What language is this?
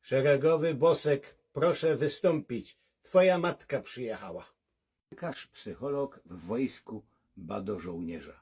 Silesian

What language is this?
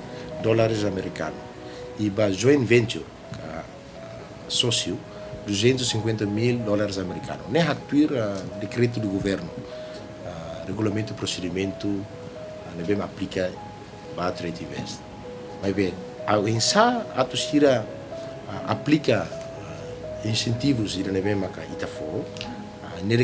Tetum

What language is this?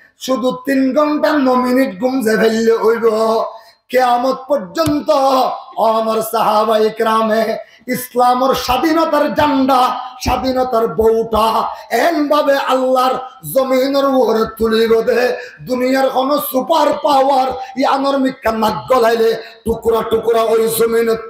Rohingya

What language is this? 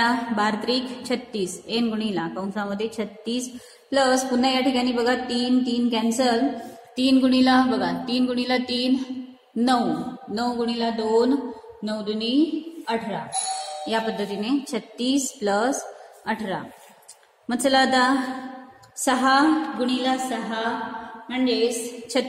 Marathi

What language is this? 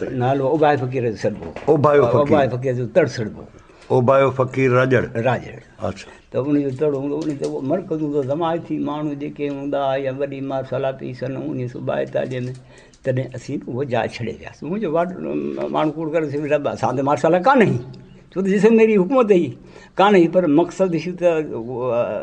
Sindhi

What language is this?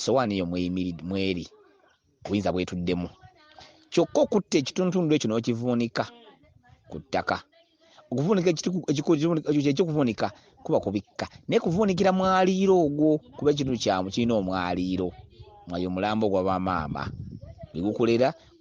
Ganda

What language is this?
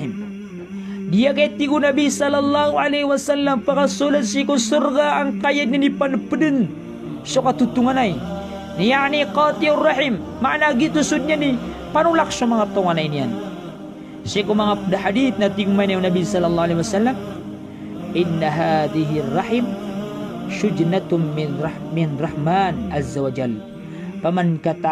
Maranao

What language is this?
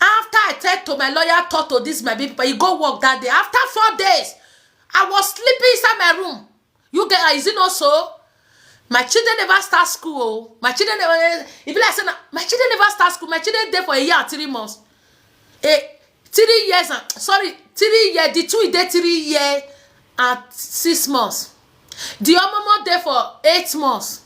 Nigerian Pidgin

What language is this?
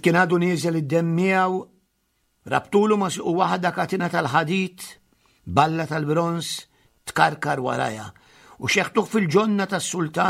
Maltese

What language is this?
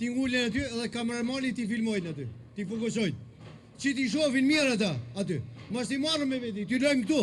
Albanian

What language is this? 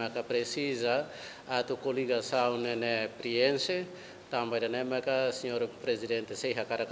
Tetum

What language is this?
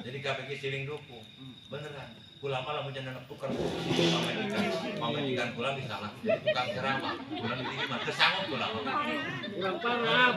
Sundanese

